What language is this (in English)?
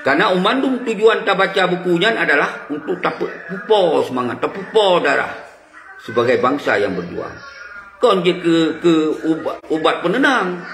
Achinese